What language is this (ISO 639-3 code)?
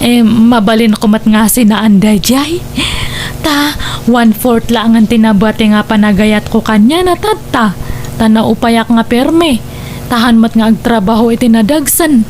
ilo